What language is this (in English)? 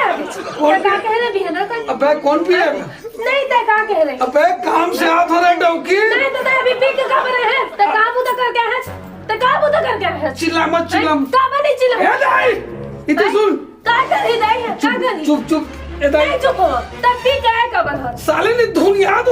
Chhattisgarhi